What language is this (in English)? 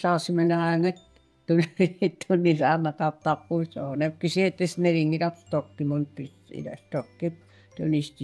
Kalaallisut